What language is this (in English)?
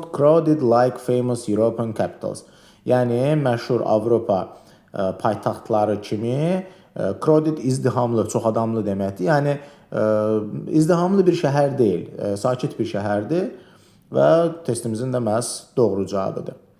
Azerbaijani